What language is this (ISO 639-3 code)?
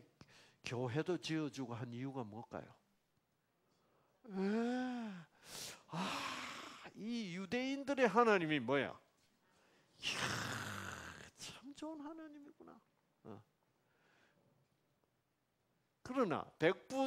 kor